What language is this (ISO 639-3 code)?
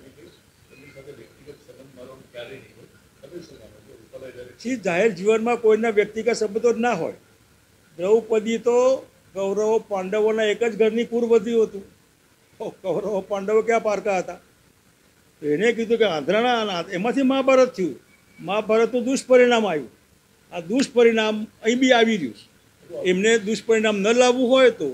guj